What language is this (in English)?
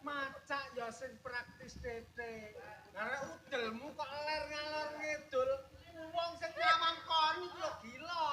Javanese